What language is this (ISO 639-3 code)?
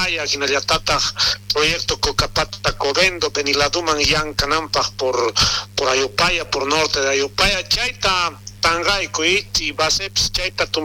quh